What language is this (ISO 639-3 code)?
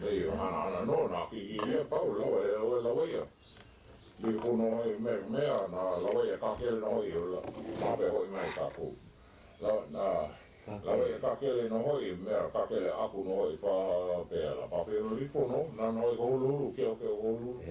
haw